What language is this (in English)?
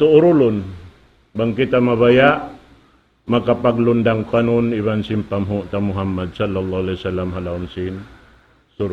Tausug